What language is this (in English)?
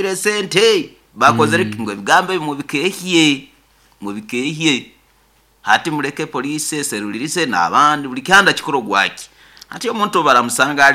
Nyoro